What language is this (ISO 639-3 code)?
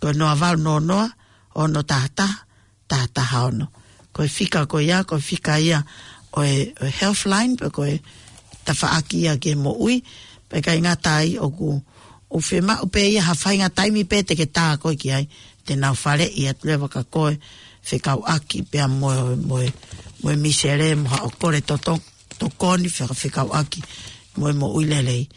ton